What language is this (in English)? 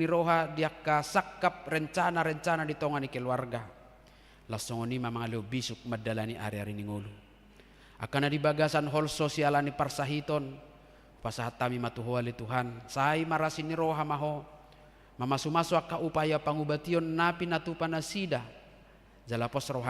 Batak Toba